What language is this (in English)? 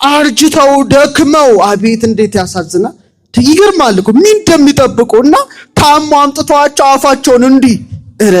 Amharic